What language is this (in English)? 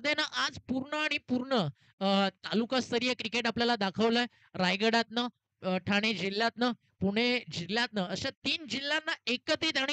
Marathi